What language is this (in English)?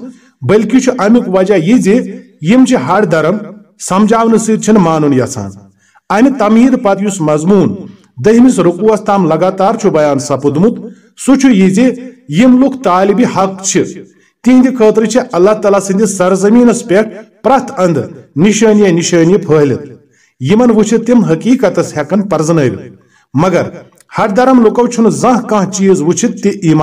Kashmiri